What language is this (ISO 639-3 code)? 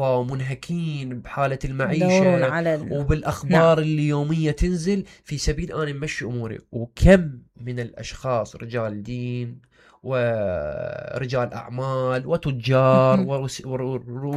acm